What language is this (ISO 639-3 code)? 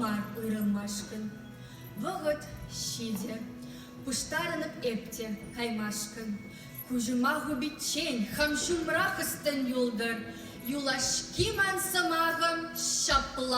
chv